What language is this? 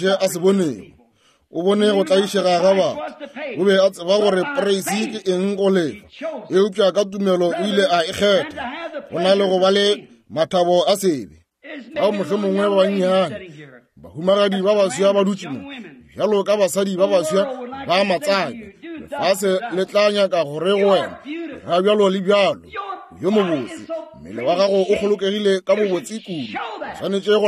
Northern Sotho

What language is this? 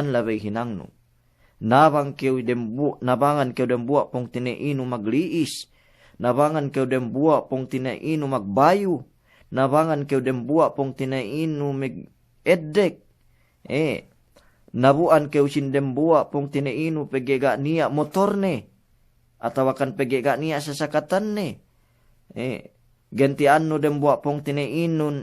Yakan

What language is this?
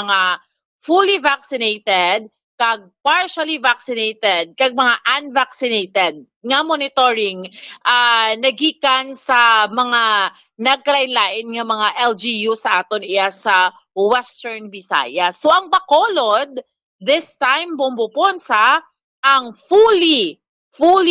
Hiligaynon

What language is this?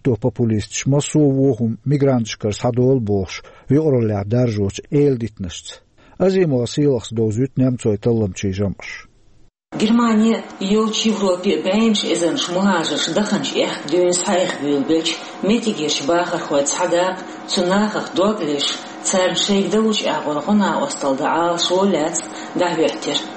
Chechen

